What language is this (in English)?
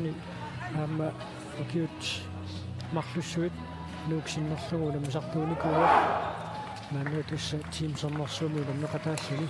Kalaallisut